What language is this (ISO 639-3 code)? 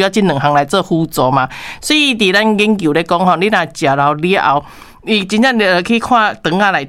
nan